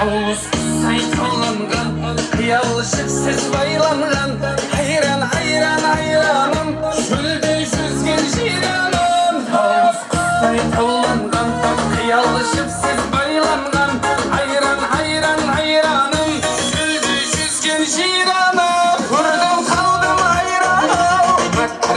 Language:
Kara-Kalpak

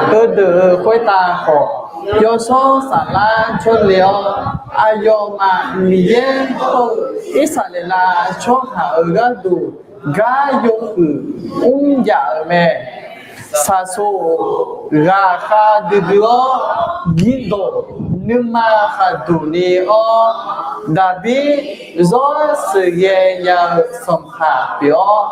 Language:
Akha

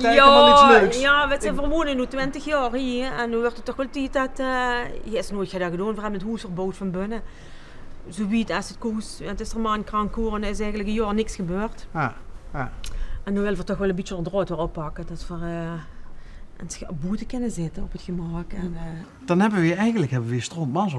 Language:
Limburgish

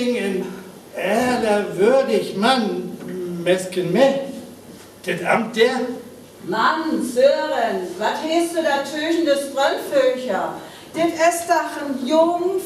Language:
Northern Frisian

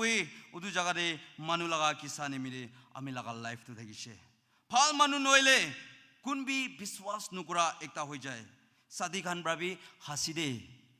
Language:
Naga Pidgin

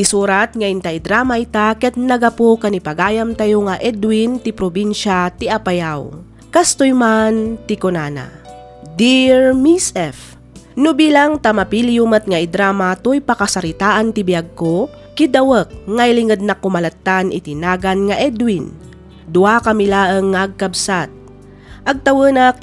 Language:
Iloko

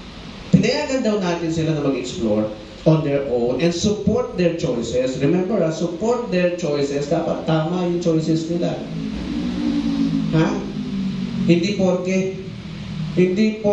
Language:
Filipino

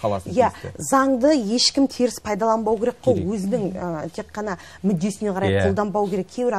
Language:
Kazakh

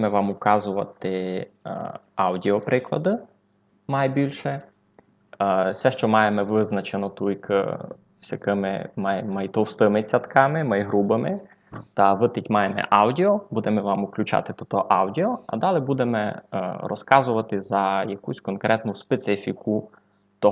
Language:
Rusyn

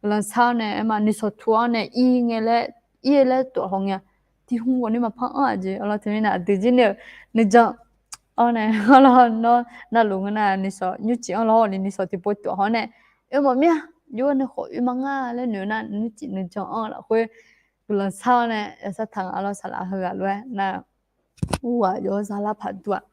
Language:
Akha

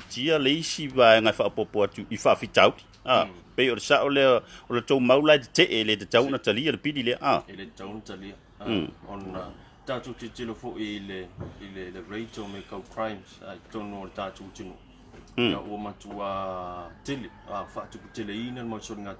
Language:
Samoan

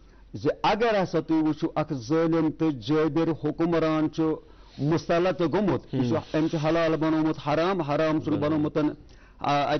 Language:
Kashmiri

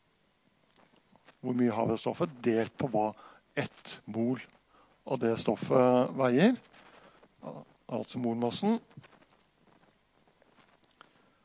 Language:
Norwegian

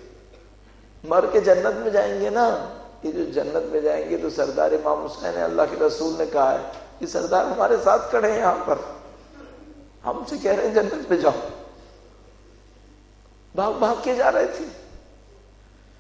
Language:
Urdu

